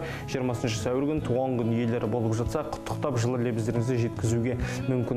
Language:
Kazakh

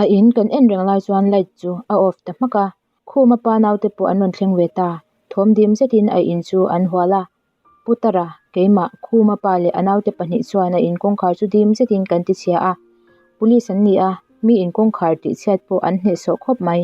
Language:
Mizo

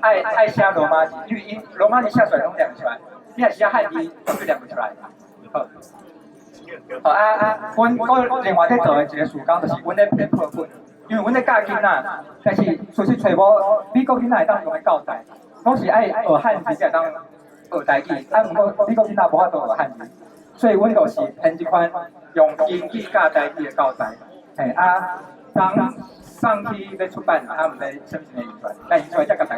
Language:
Min Nan Chinese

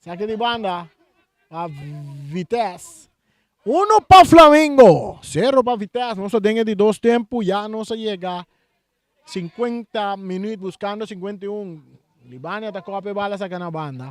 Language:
Papiamento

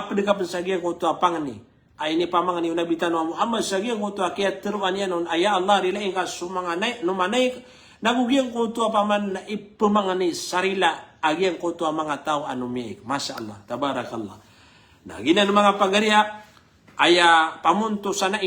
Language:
Maranao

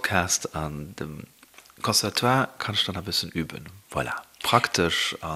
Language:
Luxembourgish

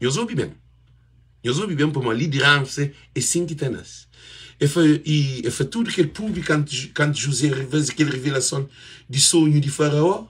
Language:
Kabuverdianu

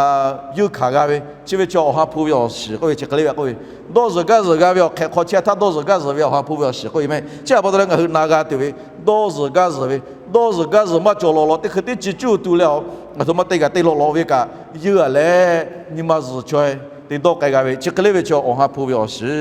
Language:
Lahu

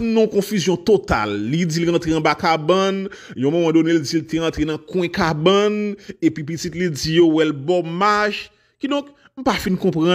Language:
Haitian Creole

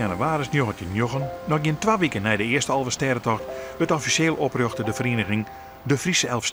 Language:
Western Frisian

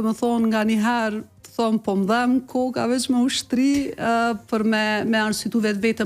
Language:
Albanian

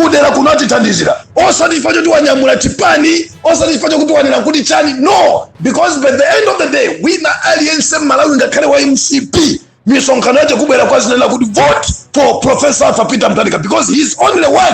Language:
Nyanja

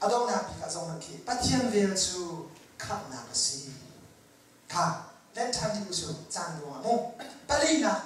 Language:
Hakha Chin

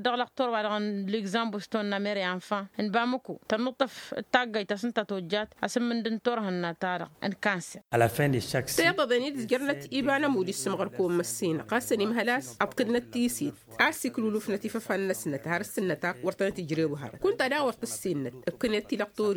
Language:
Tamasheq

